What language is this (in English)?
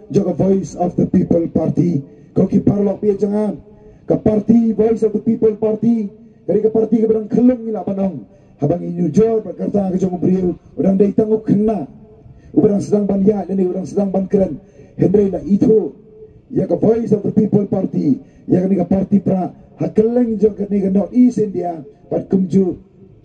Khasi